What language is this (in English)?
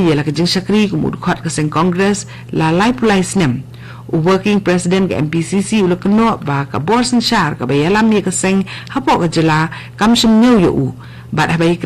Khasi